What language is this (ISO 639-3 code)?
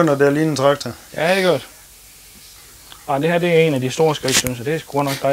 dan